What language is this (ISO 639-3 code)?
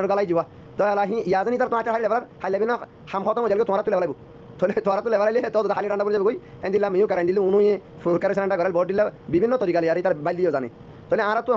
rhg